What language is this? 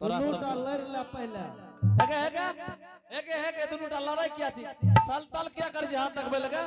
Angika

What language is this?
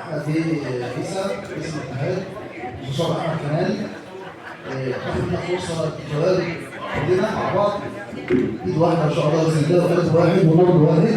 Egyptian Arabic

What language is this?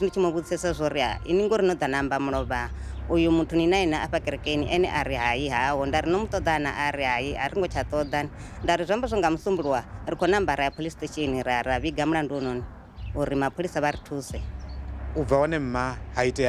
Venda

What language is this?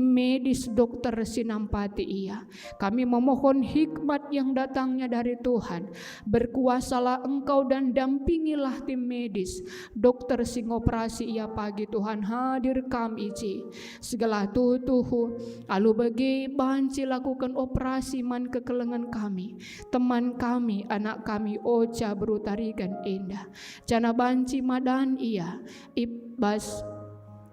Batak Karo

